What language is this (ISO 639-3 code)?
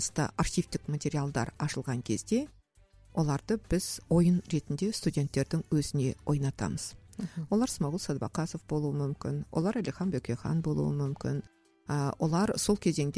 kaz